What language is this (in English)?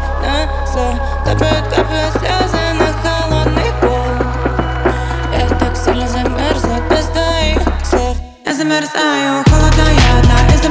Russian